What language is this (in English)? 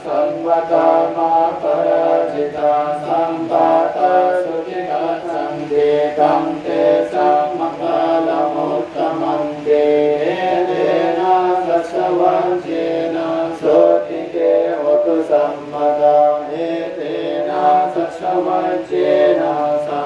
Pali